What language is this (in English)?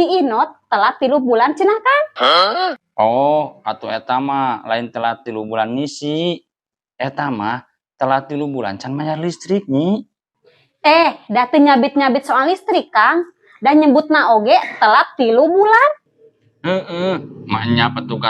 Sundanese